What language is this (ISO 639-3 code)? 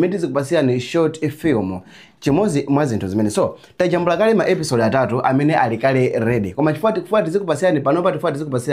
nya